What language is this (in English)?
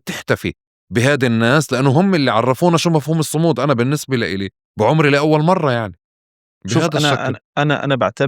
North Levantine Arabic